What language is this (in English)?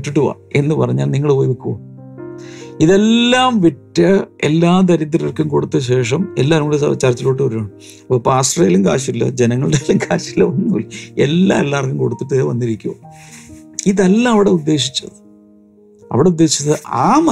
Malayalam